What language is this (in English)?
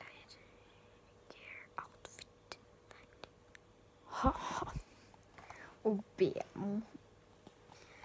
Swedish